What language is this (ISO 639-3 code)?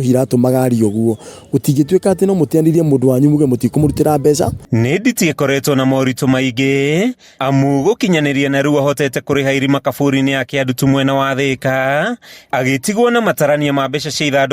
kik